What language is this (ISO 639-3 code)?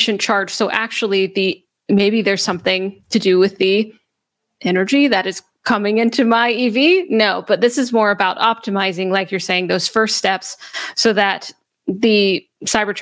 eng